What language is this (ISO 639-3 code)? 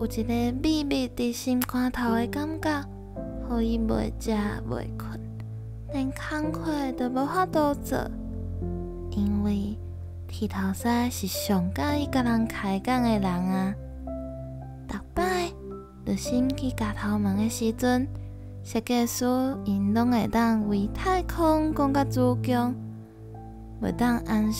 nan